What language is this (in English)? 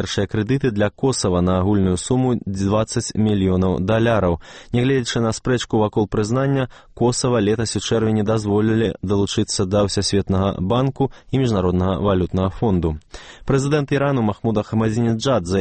Belarusian